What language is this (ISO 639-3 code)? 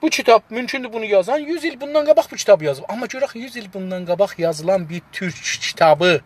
azb